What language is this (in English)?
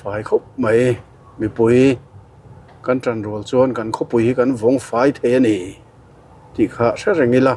Mizo